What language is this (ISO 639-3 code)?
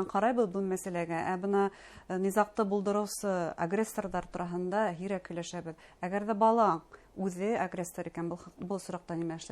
bak